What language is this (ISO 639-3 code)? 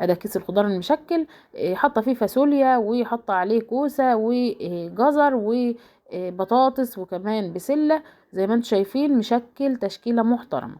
arz